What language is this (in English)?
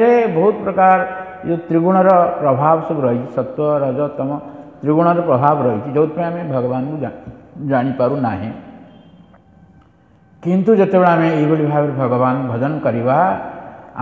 Odia